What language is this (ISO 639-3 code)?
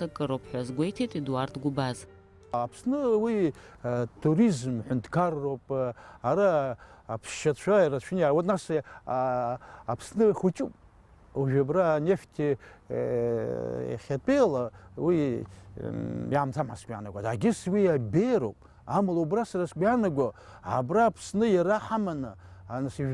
abk